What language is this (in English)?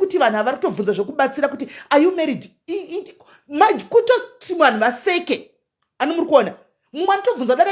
Shona